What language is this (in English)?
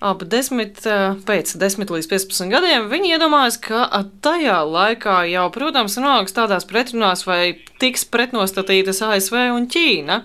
Latvian